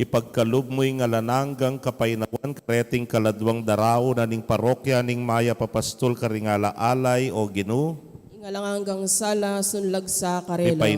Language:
Pampanga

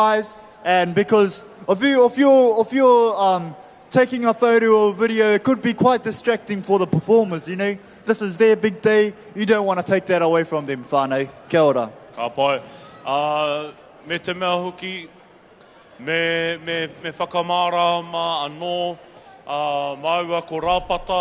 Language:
Māori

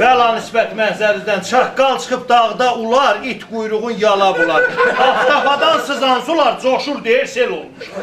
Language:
South Azerbaijani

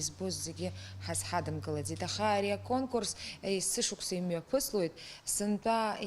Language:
Abkhazian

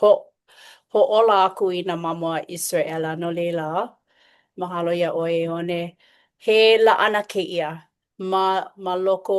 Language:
Hawaiian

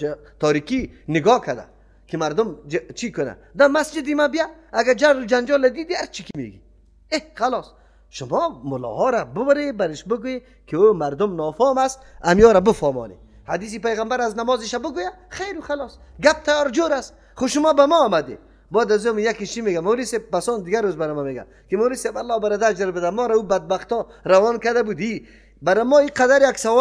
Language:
Persian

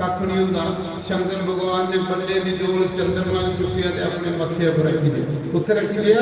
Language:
Dogri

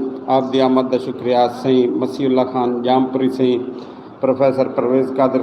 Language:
Saraiki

